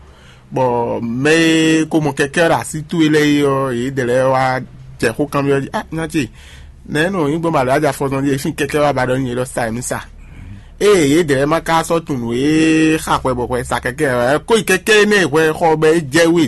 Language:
Fon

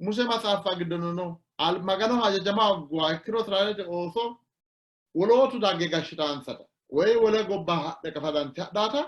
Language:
Sidamo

